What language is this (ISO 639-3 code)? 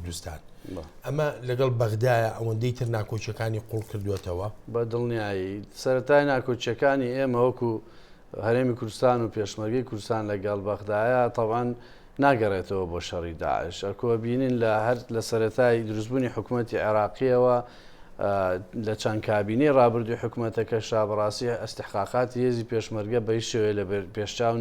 ckb